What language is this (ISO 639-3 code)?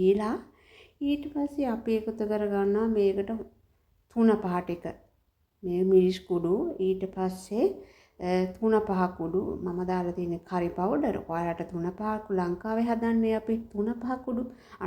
sin